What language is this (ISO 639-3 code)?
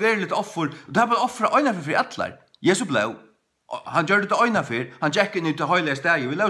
fao